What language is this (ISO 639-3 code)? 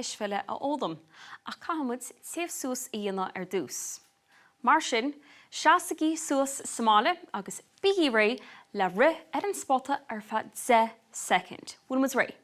gle